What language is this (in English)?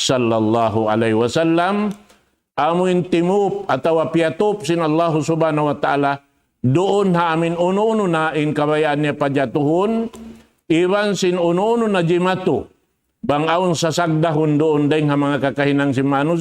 Tausug